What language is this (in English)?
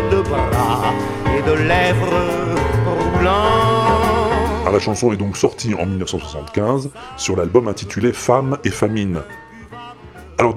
French